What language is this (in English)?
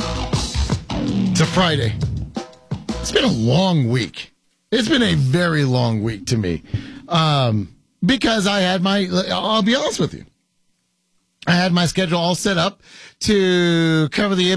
English